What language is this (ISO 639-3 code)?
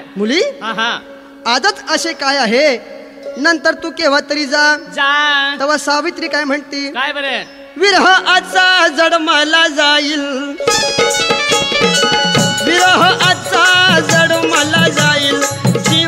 mar